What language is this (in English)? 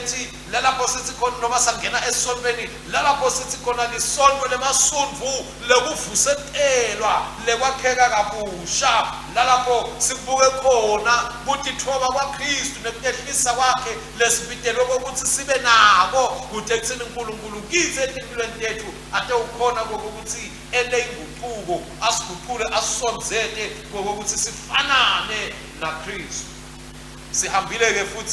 Swati